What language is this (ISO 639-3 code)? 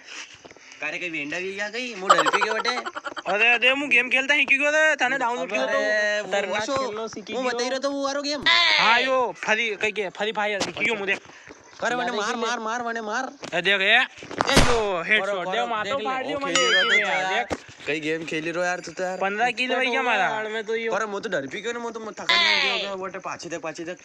raj